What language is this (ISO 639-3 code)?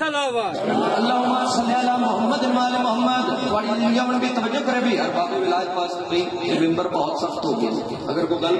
urd